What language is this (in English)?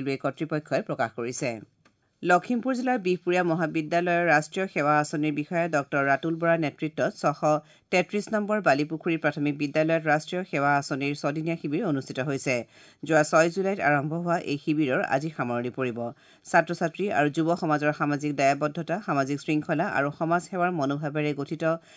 Assamese